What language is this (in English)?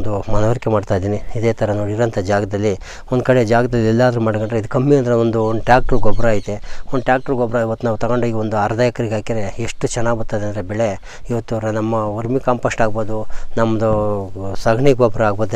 Kannada